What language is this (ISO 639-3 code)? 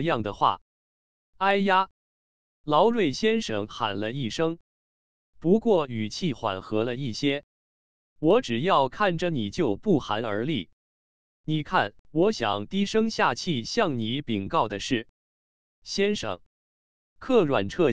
zho